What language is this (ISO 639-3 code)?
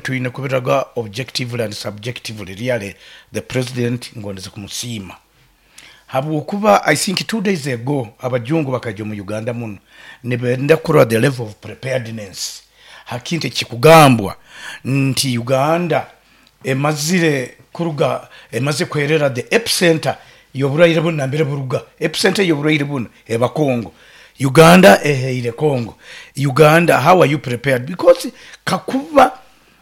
nyo